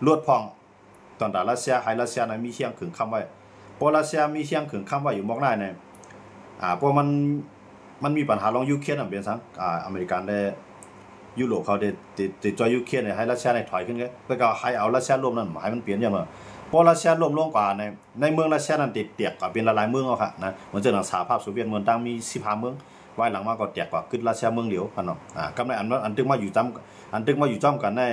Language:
Shan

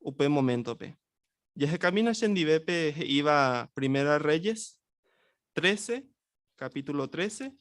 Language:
Guarani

